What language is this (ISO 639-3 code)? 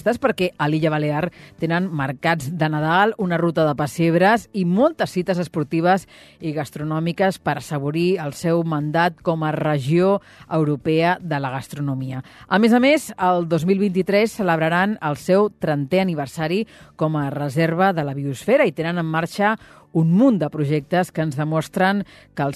cat